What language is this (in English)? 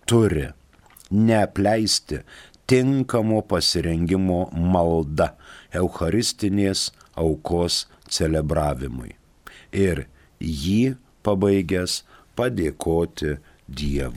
Lithuanian